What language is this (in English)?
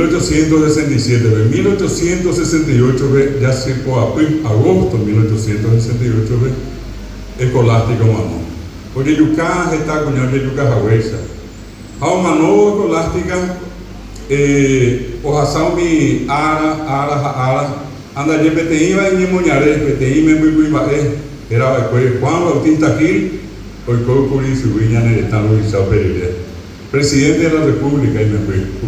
Guarani